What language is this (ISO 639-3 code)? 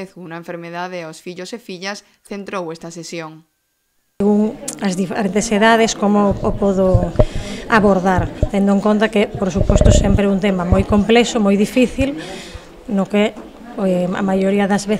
glg